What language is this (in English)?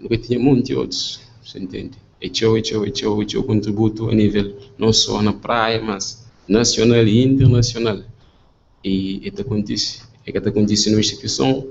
Kabuverdianu